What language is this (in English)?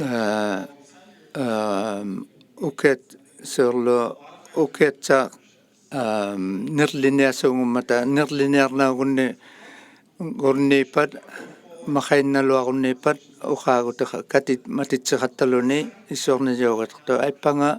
Inuktitut